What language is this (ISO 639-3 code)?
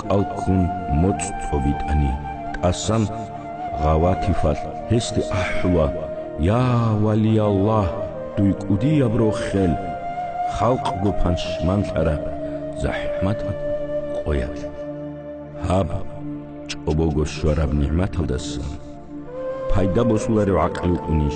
ava